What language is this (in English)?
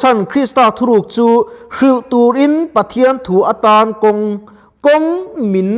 Mizo